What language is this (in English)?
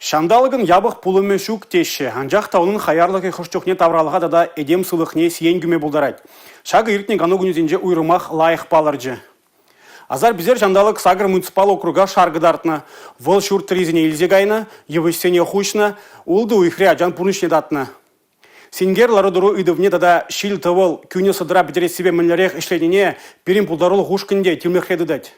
Chuvash